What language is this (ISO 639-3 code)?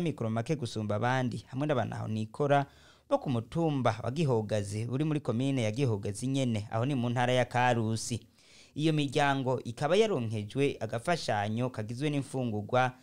run